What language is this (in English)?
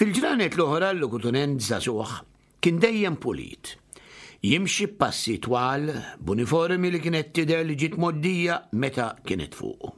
Maltese